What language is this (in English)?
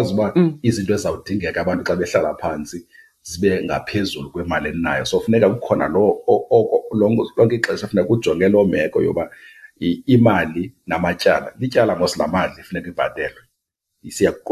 Xhosa